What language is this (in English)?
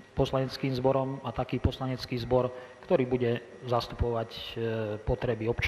Slovak